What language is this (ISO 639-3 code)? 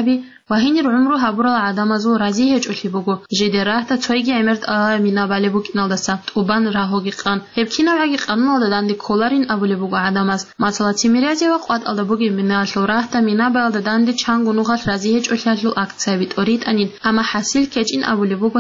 ava